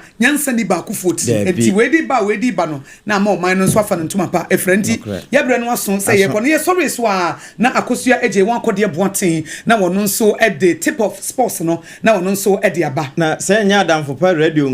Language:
Akan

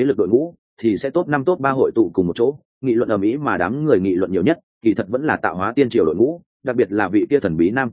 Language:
Vietnamese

